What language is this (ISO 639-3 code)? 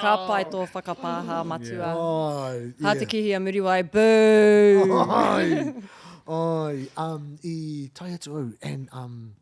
mri